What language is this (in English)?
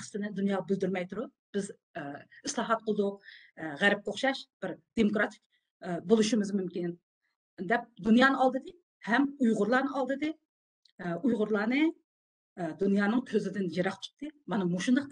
Uyghur